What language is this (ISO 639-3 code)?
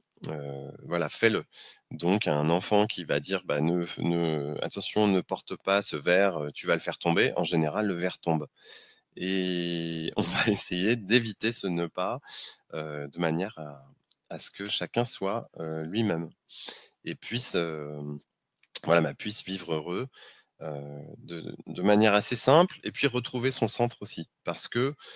fra